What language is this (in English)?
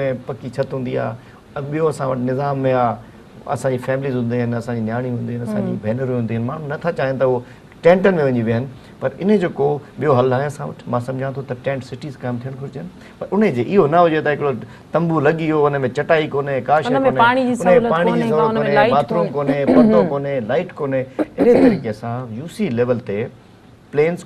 Sindhi